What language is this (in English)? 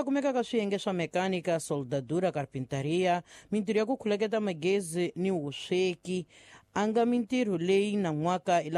Tsonga